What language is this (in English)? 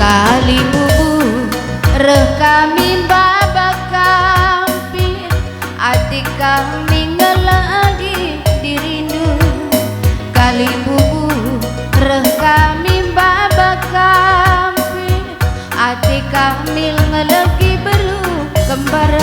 Batak Karo